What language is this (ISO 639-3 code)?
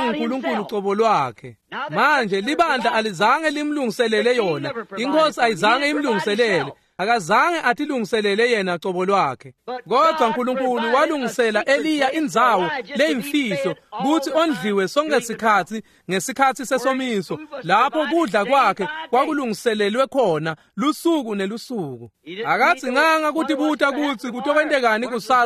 ssw